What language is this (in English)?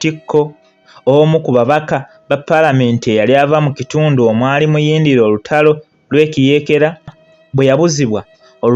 Ganda